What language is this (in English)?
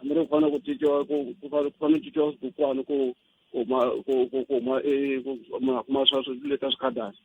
Tsonga